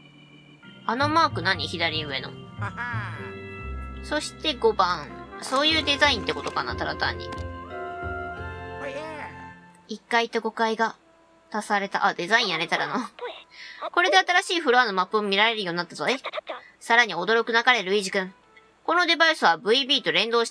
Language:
Japanese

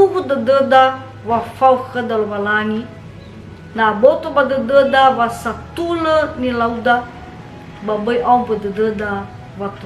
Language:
Nias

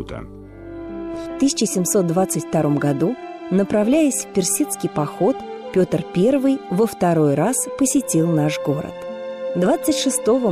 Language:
Russian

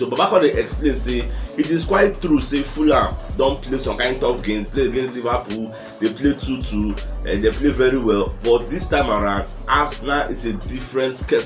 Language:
Nigerian Pidgin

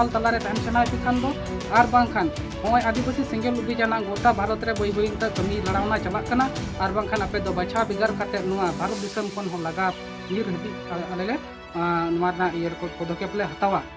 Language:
Santali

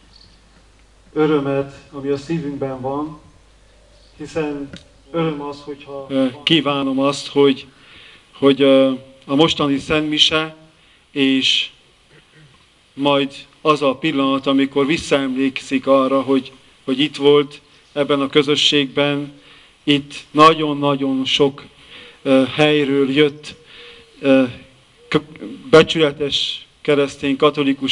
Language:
Hungarian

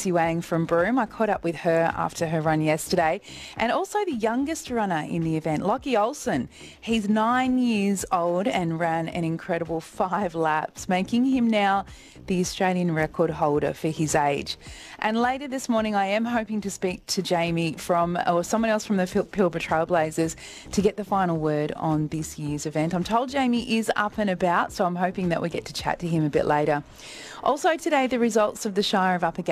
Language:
English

